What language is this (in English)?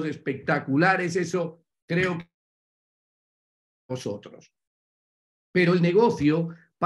Spanish